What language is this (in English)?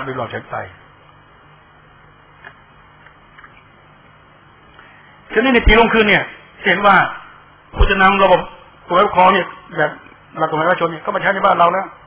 Thai